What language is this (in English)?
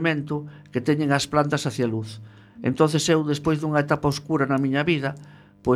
Galician